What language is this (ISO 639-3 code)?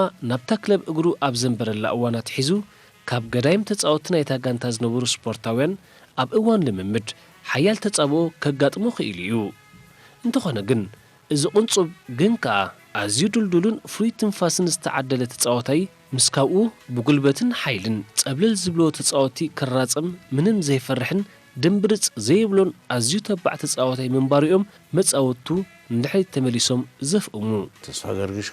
tir